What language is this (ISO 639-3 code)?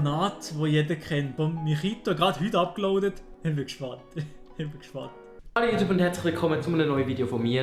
gsw